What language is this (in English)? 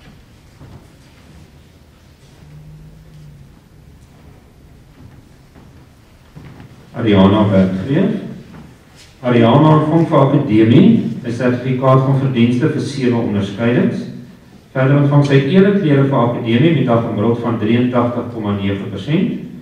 Afrikaans